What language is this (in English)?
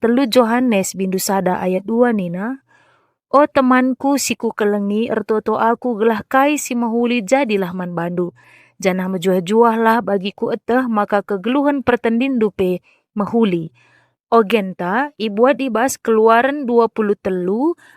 Batak Karo